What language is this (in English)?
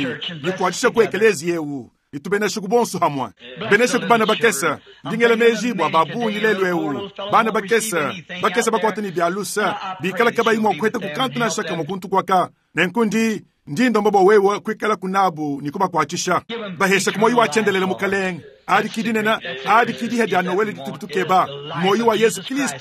Luba-Lulua